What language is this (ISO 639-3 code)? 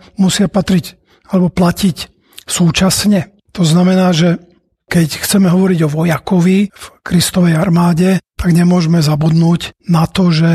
slk